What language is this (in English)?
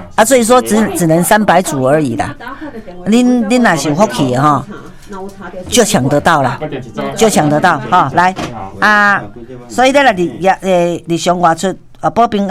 Min Nan Chinese